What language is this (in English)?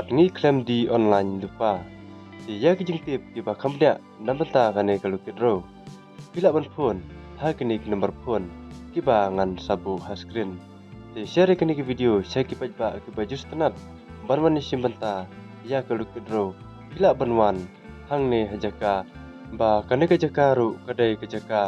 Khasi